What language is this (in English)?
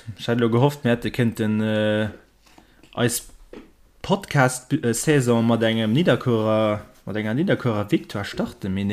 Luxembourgish